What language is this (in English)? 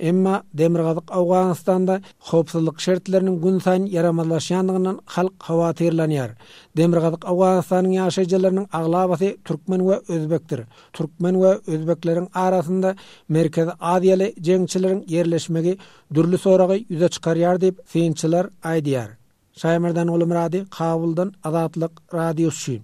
Turkmen